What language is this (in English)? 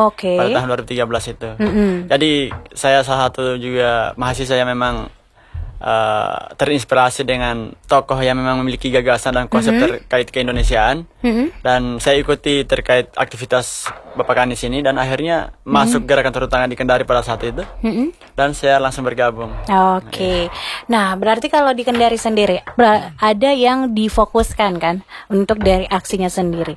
Indonesian